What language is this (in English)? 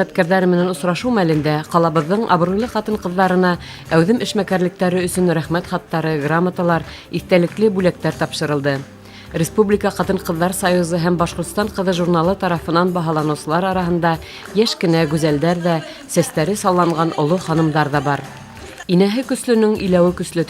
Bashkir